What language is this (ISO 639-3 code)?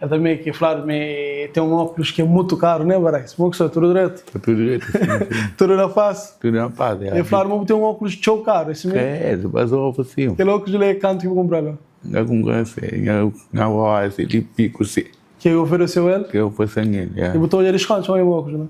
kea